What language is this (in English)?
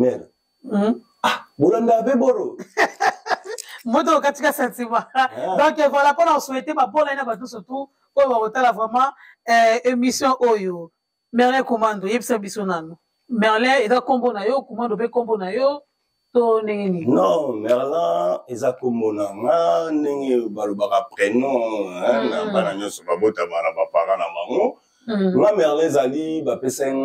Lingala